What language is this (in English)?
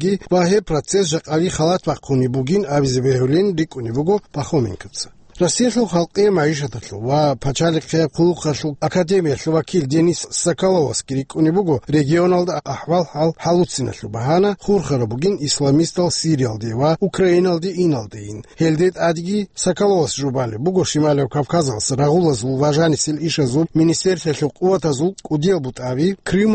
Avaric